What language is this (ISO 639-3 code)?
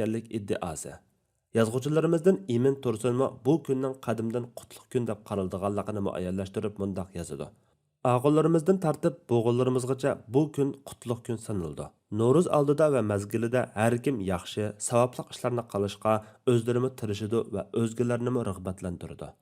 uig